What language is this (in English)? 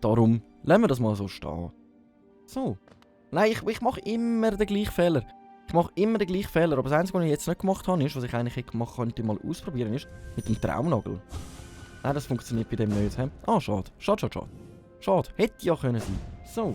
Swiss German